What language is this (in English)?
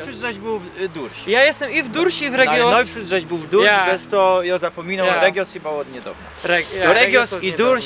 Silesian